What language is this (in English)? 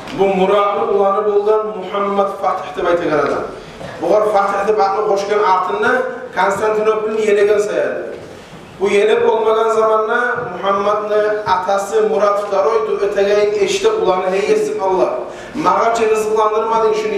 Kumyk